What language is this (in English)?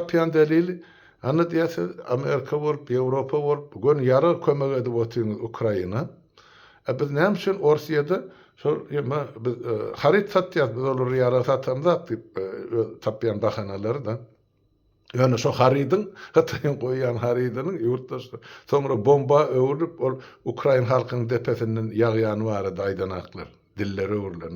Turkmen